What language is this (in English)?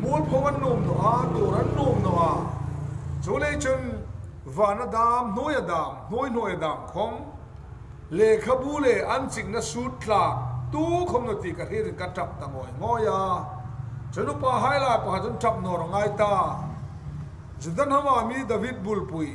Hmar